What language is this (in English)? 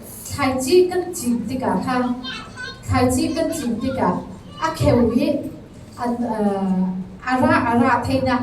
Falam Chin